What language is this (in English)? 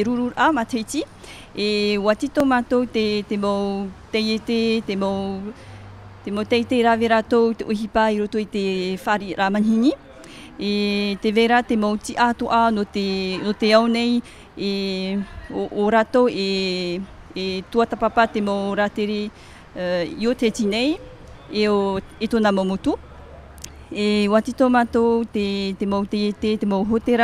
Tahitian